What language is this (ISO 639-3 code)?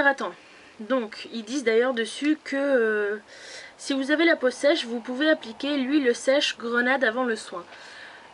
fra